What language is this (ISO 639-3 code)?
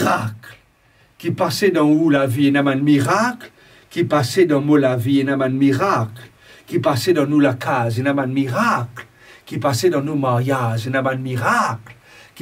mfe